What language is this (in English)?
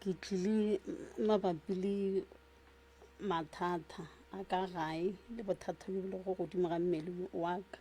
Northern Sotho